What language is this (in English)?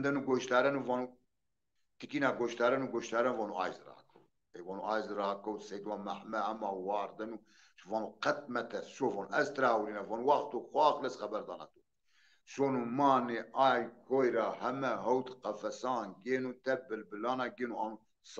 Zaza